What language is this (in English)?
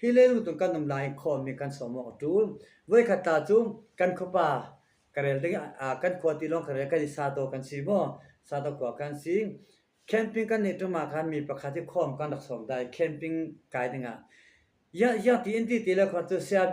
Falam Chin